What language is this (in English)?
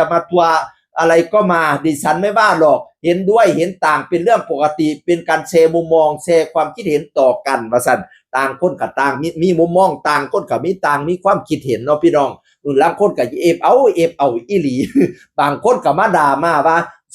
Northeastern Thai